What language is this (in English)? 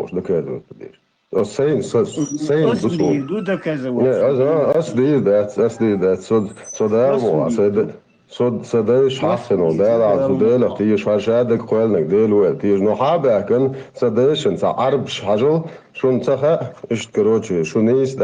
Chechen